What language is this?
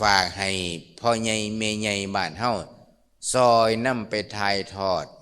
Lao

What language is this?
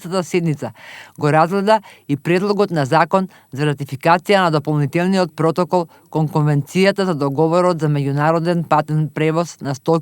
Macedonian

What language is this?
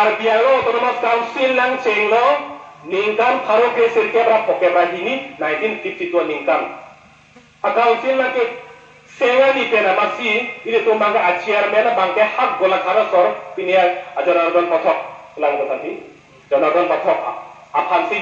Karbi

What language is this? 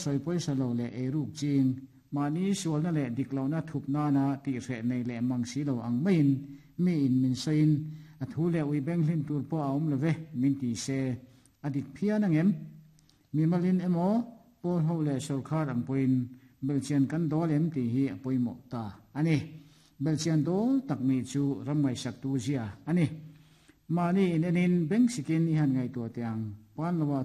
Mizo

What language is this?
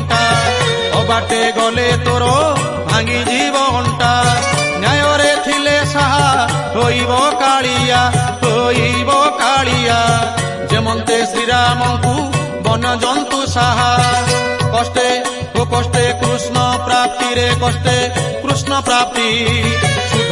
Odia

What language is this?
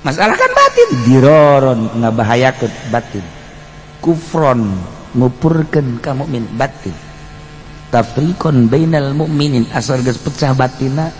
Sundanese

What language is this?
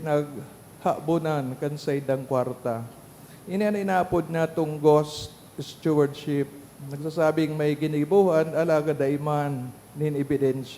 Bikol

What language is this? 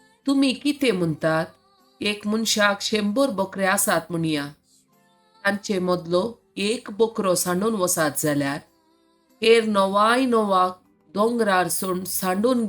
Konkani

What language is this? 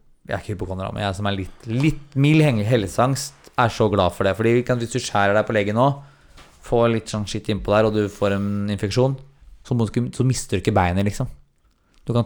Norwegian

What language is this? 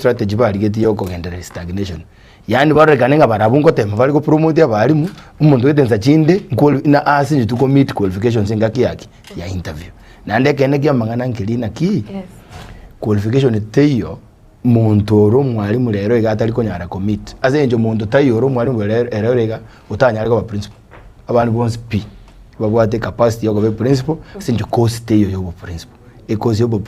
Gusii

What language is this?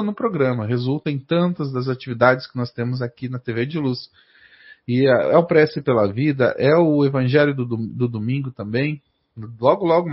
Portuguese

